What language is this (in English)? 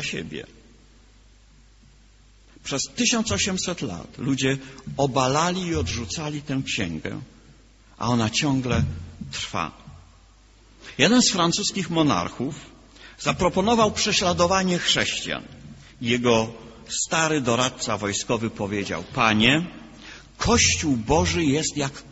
Polish